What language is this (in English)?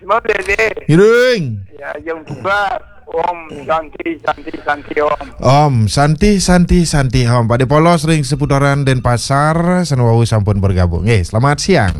Balinese